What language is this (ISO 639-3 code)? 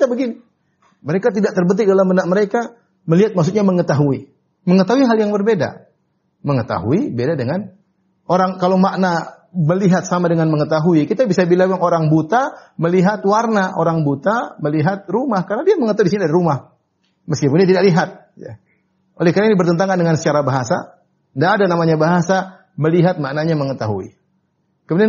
ind